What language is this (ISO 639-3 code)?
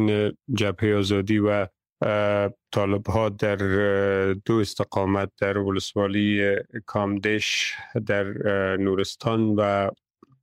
fas